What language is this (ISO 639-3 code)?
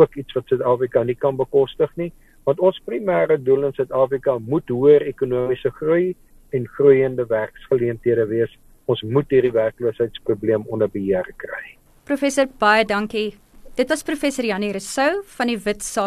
afr